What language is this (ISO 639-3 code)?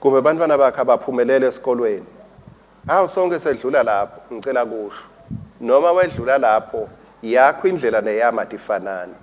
ssw